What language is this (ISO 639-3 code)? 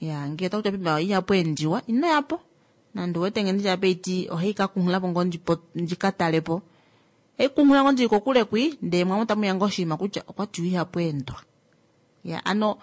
kua